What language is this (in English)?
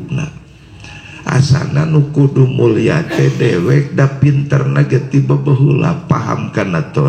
Sundanese